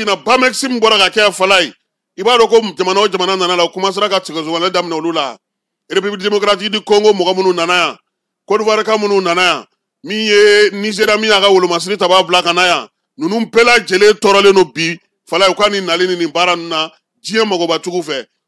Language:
Bambara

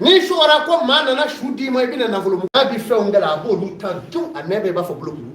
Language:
Bambara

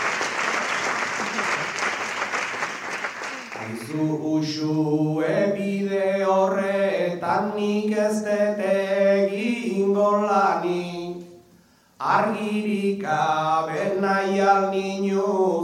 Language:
Basque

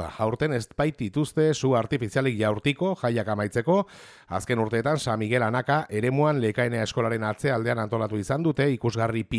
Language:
Basque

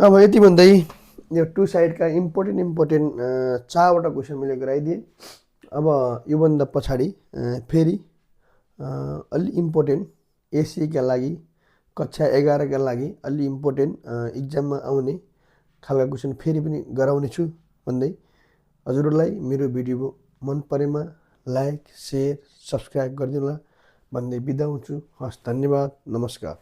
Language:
Nepali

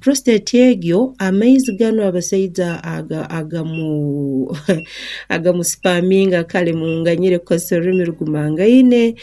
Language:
Nyankole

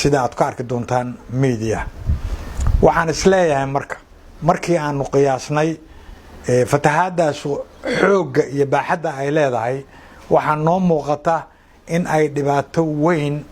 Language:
Somali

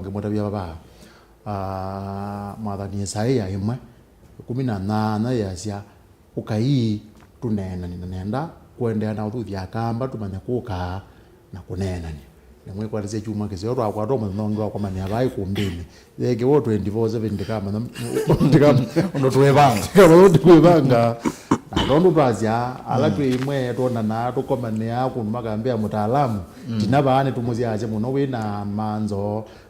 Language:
Kamba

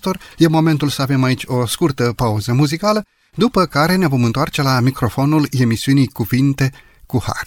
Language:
Romanian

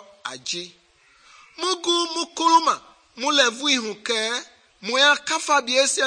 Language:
Mende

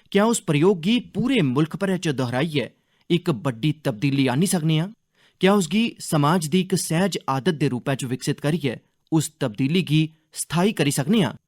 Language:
Dogri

